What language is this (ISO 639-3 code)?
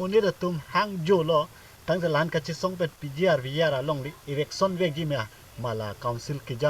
mjw